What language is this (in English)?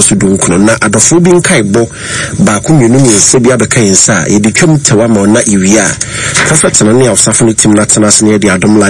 Akan